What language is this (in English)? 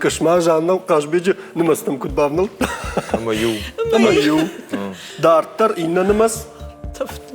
Ossetic